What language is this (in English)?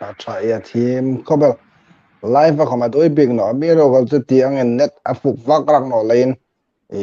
Hmar